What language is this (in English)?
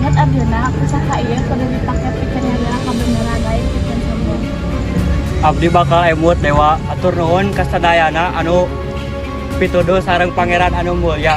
Sundanese